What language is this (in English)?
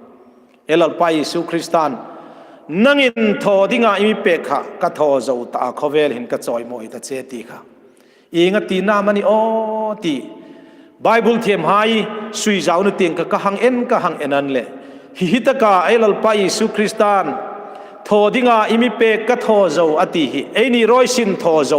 Hmar